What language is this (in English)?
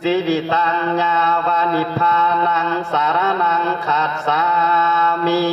Pali